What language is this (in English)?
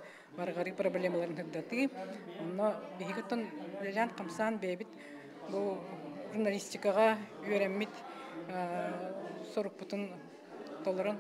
Yakut